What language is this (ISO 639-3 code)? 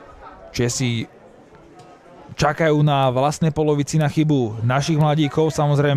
slk